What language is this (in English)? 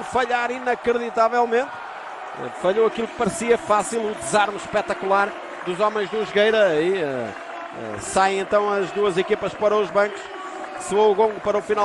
Portuguese